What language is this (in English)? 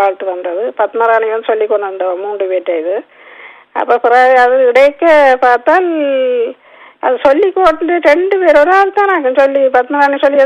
Tamil